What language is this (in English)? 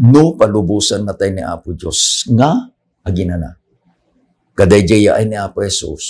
Iloko